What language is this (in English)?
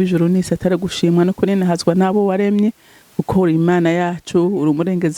Rundi